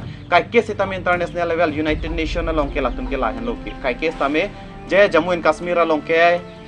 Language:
Karbi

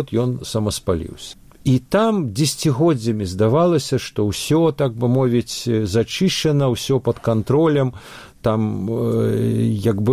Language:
Belarusian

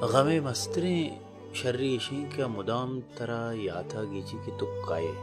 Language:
Baluchi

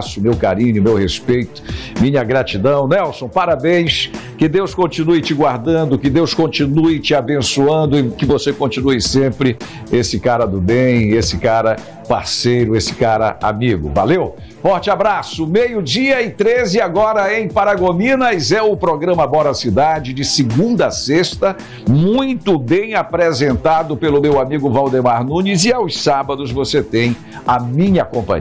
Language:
Portuguese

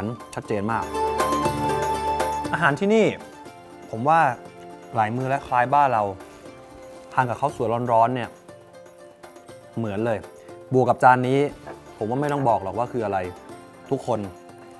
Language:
Thai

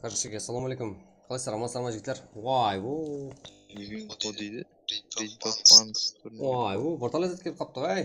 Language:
Kara-Kalpak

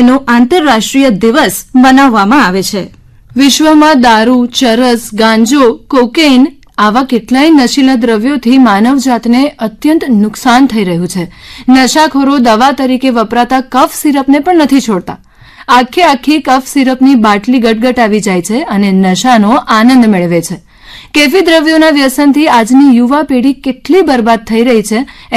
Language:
Gujarati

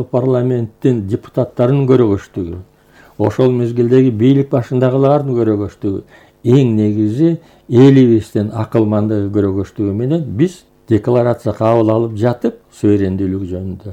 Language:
Kyrgyz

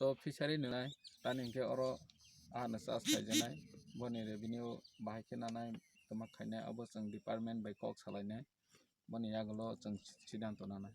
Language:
Kok Borok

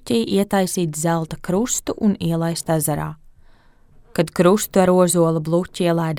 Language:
Latvian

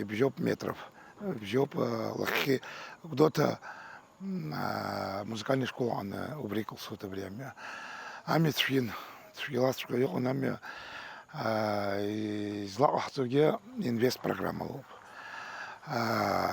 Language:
Abkhazian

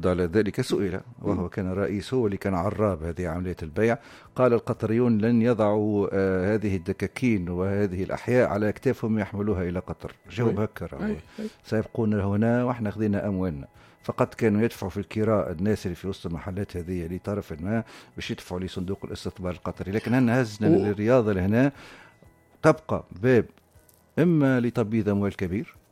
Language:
Tunisian Arabic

